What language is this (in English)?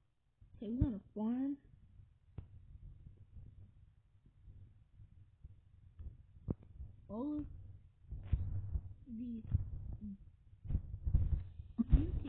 English